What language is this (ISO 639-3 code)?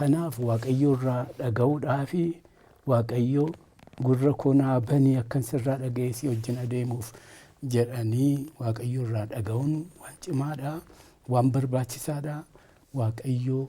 orm